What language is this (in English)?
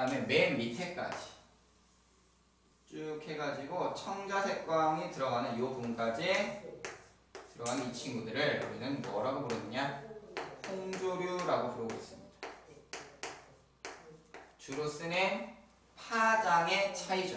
Korean